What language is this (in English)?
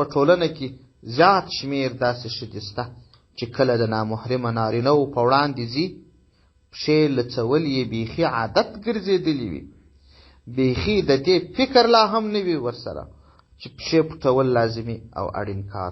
Pashto